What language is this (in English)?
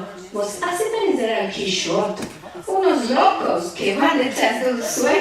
Ladino